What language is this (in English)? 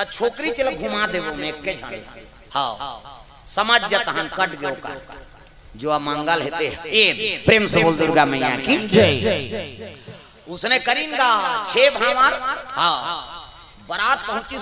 Chhattisgarhi